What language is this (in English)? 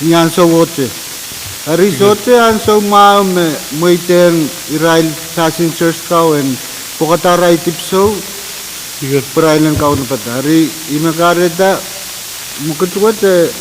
Pohnpeian